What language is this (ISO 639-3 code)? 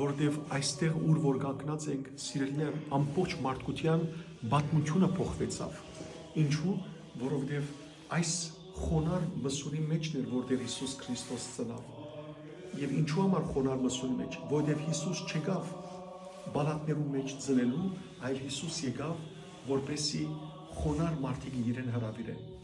hyw